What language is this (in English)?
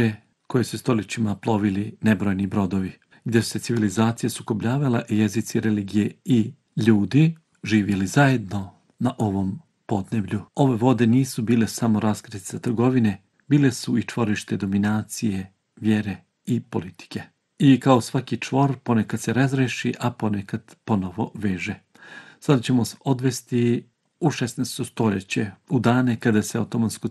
Bosnian